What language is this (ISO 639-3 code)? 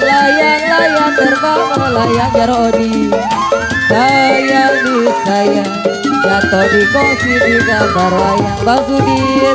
bew